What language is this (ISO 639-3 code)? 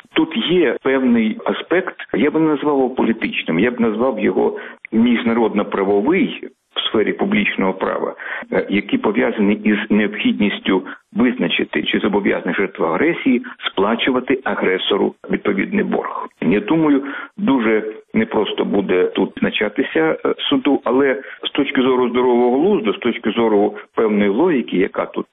ukr